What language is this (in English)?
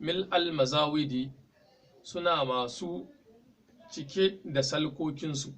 Hausa